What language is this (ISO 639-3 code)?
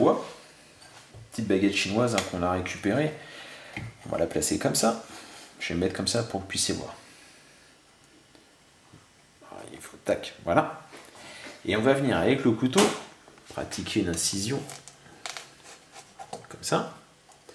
fra